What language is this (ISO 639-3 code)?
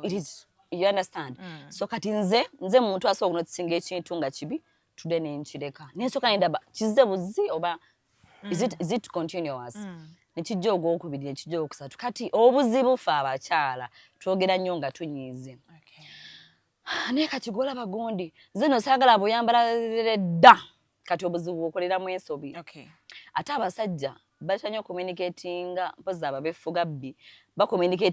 lug